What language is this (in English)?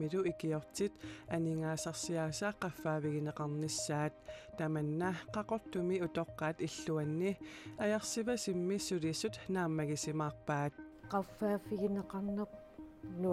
Kalaallisut